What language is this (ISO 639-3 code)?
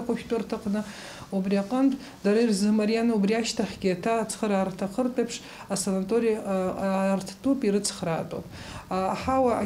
abk